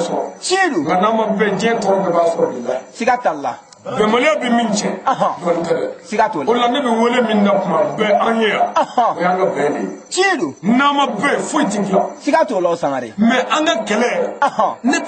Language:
Bambara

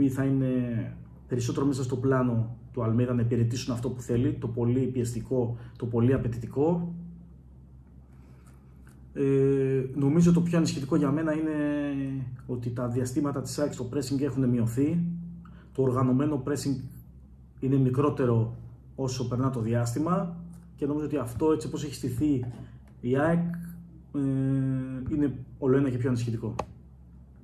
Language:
Greek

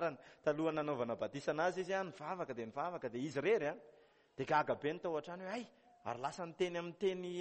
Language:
Malagasy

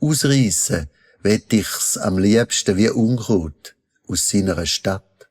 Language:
Swiss German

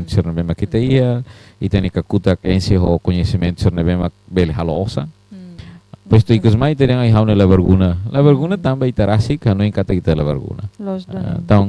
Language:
Tetum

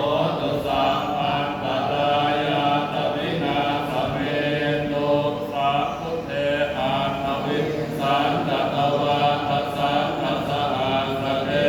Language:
Pali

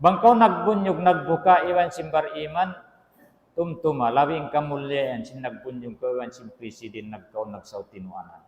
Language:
Tausug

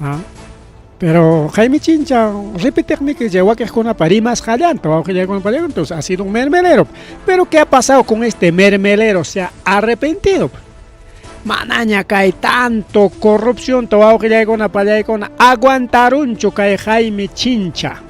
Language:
Ayacucho Quechua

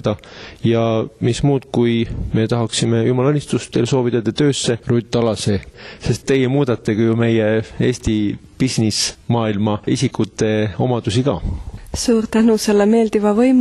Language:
Estonian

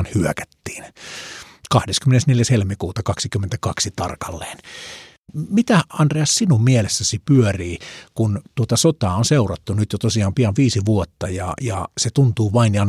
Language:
Finnish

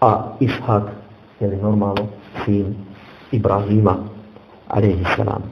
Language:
Bosnian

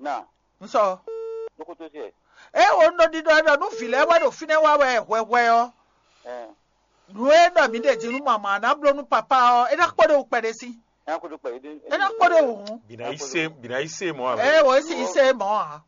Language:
Fon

